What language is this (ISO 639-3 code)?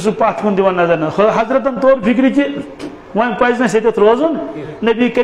kas